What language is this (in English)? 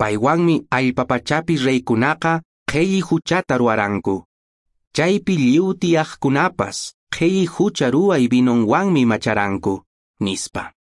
Quechua